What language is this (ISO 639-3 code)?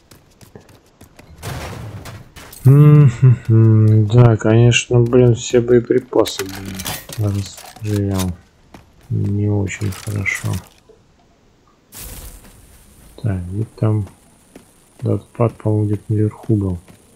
rus